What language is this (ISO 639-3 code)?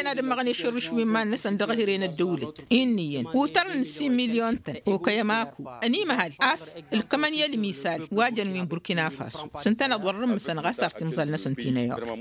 taq